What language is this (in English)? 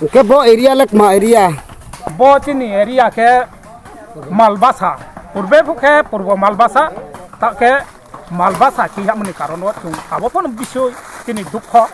Riang (India)